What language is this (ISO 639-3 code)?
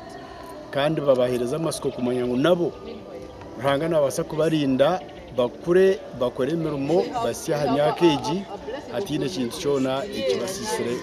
nyn